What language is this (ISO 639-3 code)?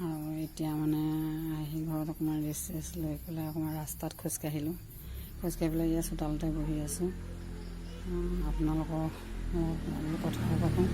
asm